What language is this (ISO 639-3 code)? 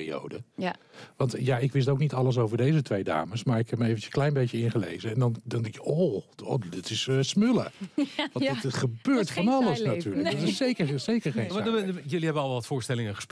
nld